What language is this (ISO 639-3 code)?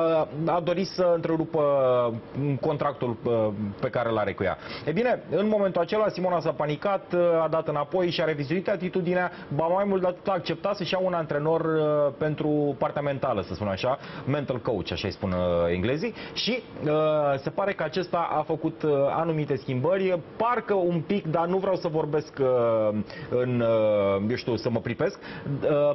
ron